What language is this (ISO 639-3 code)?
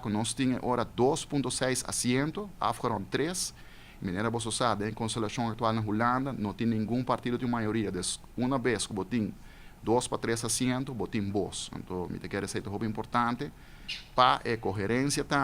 pap